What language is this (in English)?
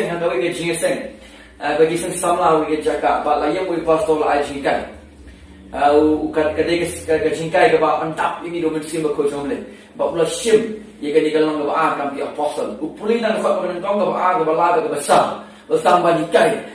Khasi